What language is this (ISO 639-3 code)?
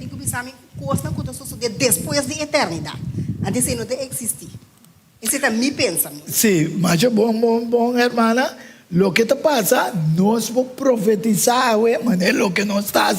pap